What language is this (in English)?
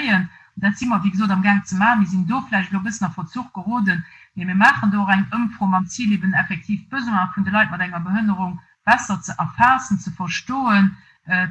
Luxembourgish